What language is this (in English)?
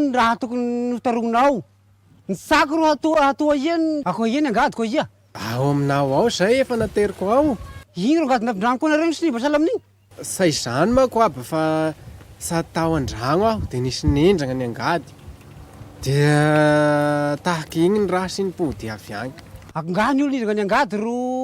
Malagasy